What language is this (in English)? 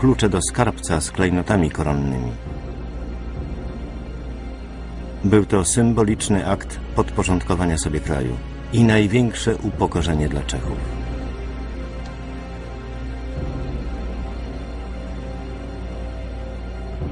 Polish